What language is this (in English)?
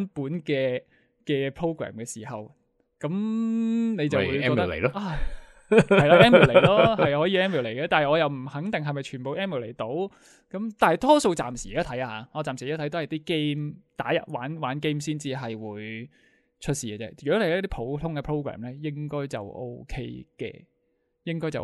Cantonese